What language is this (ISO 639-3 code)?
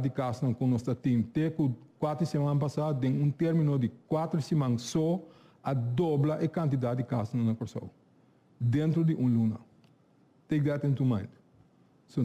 pap